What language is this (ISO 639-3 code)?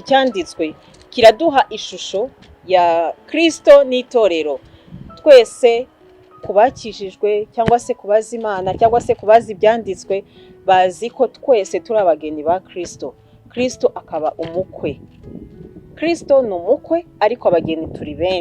kin